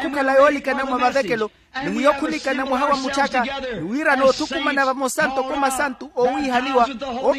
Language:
Makhuwa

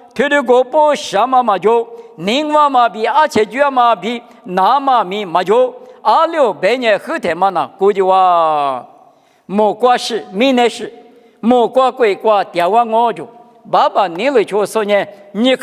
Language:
Lisu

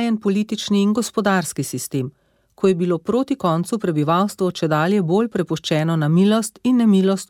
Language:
Slovenian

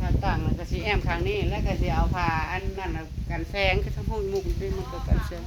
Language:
Northeastern Thai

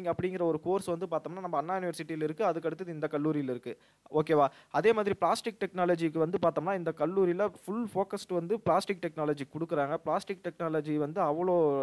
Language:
Tamil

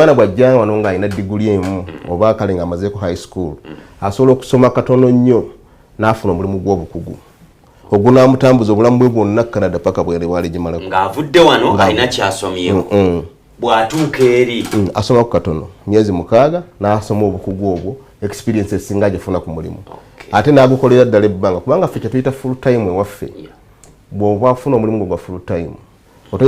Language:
Ganda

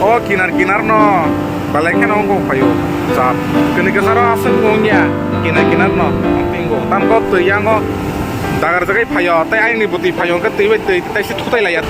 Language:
Kok Borok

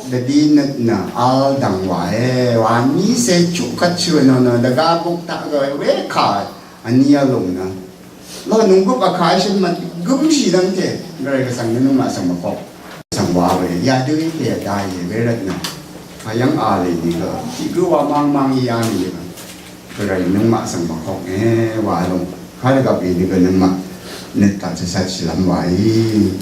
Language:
Rawang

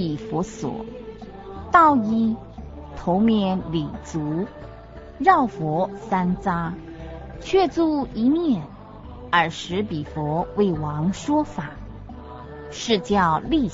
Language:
Chinese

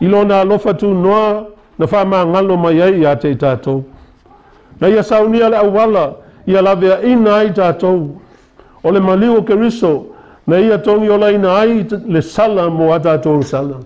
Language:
Samoan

